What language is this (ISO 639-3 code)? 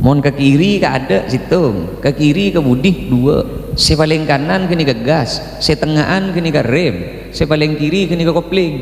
mad